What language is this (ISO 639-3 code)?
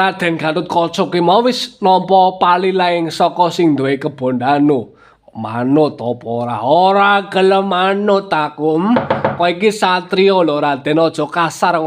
jav